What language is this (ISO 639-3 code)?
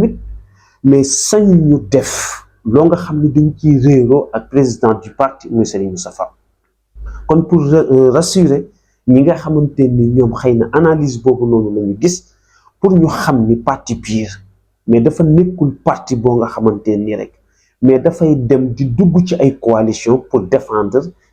wol